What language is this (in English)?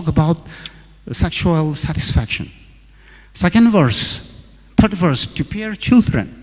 Tangkhul Naga (India)